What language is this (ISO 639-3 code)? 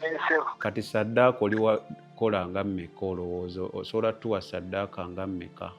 lug